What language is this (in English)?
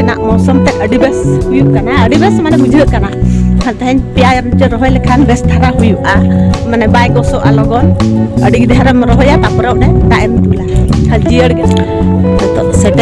Santali